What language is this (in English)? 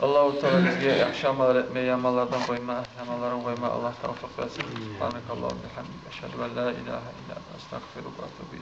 Kumyk